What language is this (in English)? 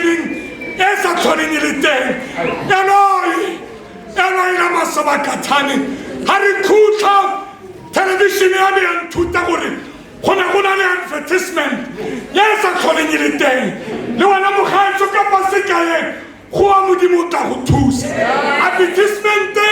Tswana